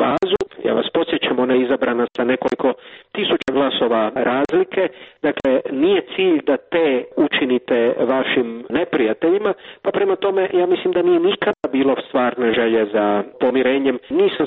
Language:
Croatian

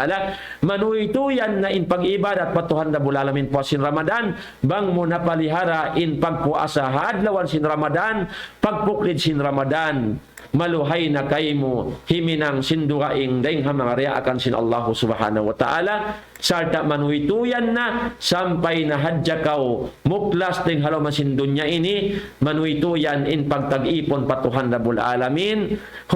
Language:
Tausug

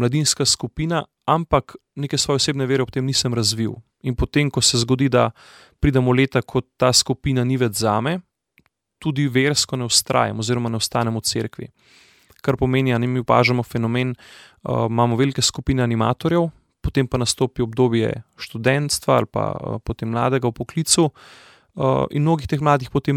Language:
Slovenian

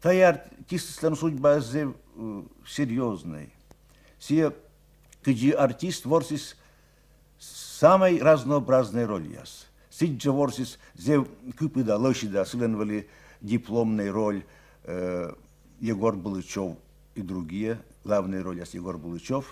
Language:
Komi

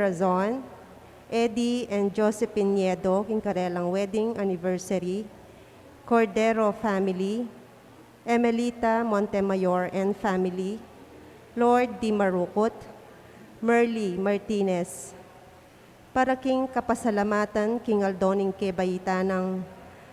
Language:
Pampanga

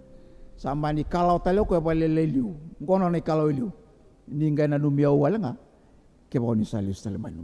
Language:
Fijian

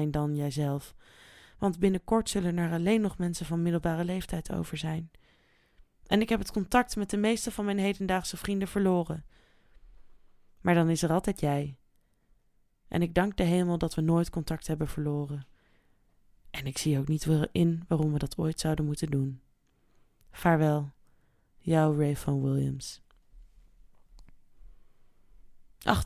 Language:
Dutch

